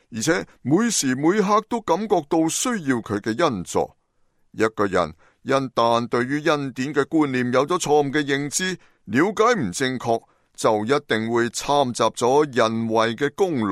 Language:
Cantonese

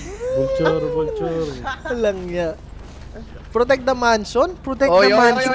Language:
Filipino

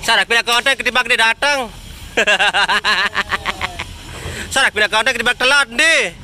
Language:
Sasak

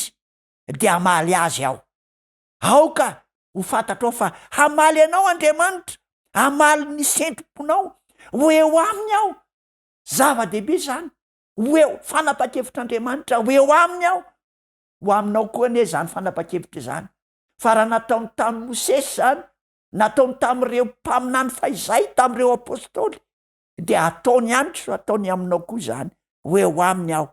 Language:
Malagasy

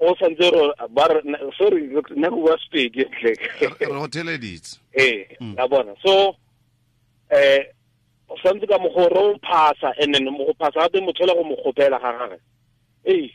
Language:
Tswana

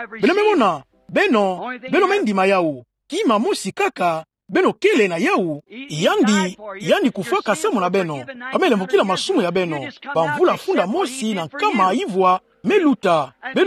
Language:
Kituba (Democratic Republic of Congo)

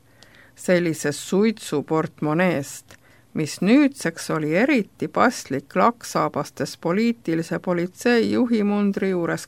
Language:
Estonian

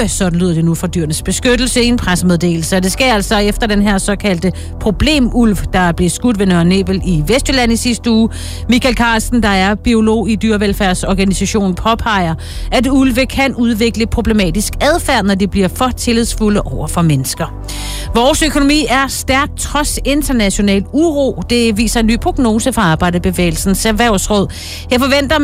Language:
Danish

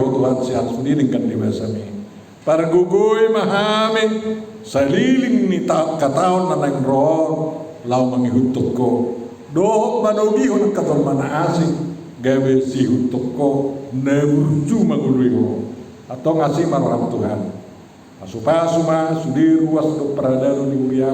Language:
Batak Toba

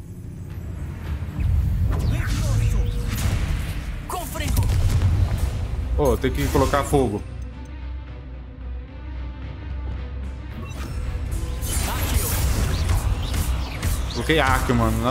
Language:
Portuguese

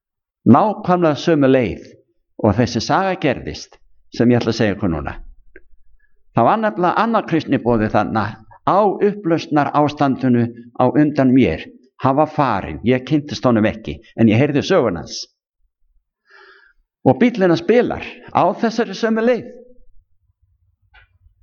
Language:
Icelandic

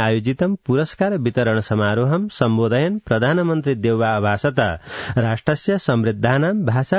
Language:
Sanskrit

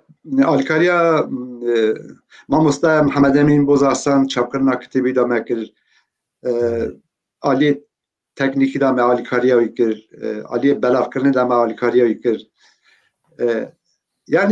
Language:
Kurdish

